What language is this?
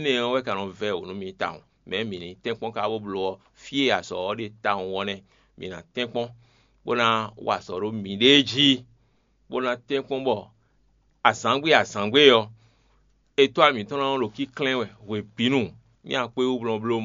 Fon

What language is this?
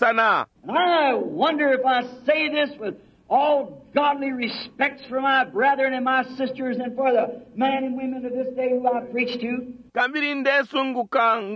Bemba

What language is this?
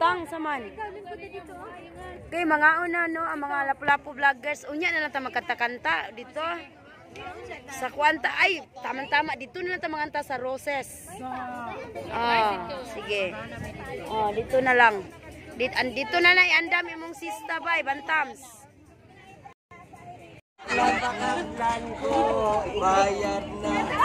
Cebuano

